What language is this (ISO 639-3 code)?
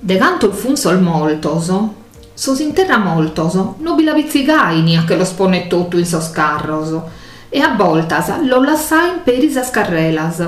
srd